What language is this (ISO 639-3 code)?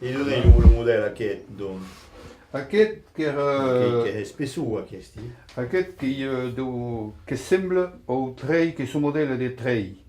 oci